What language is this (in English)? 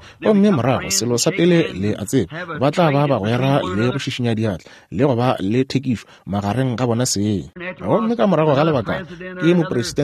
Northern Sotho